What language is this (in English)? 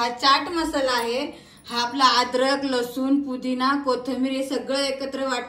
Marathi